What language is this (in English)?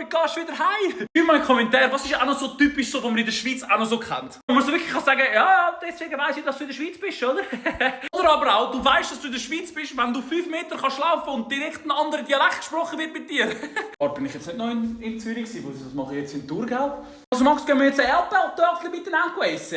Swiss German